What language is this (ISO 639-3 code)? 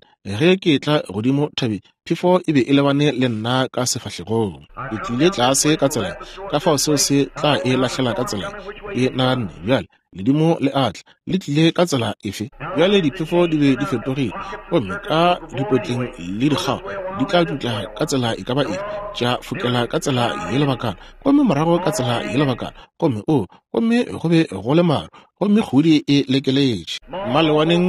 nso